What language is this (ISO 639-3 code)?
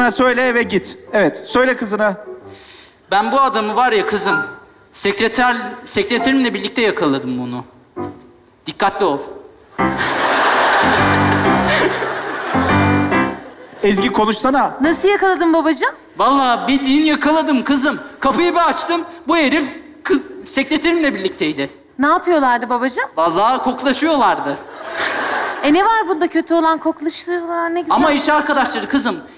tur